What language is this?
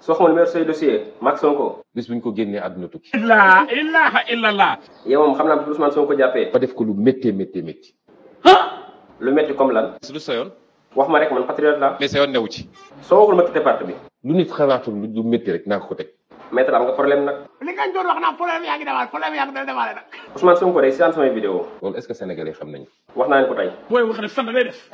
Wolof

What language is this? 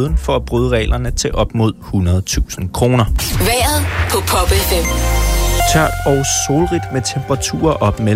Danish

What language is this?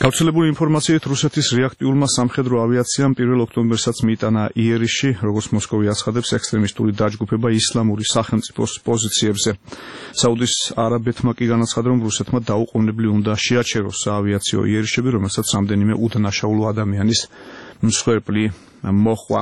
Georgian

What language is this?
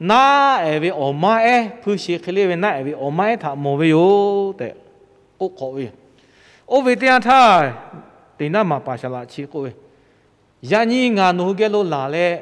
Lahu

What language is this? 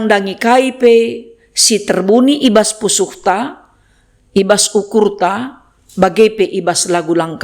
Batak Karo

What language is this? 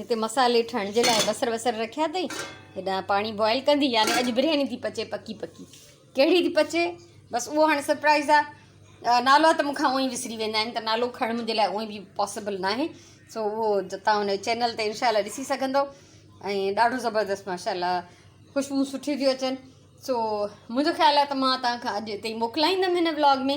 Sindhi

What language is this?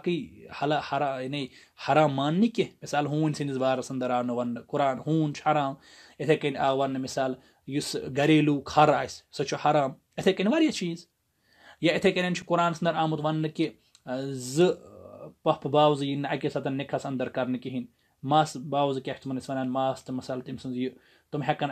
Kashmiri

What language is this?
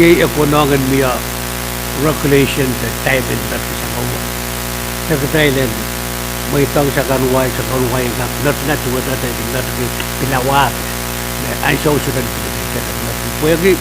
Pohnpeian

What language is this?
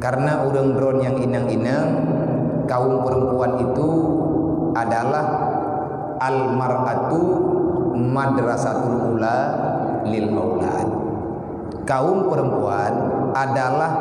Achinese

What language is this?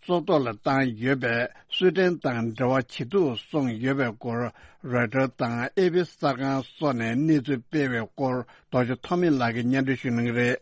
Tibetan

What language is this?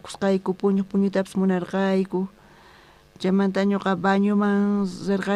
South Bolivian Quechua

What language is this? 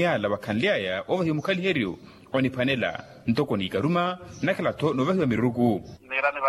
Makhuwa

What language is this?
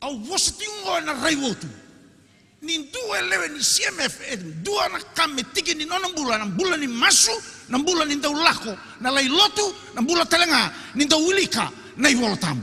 Fijian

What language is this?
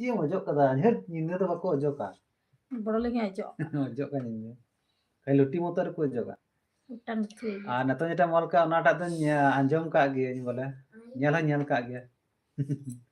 Santali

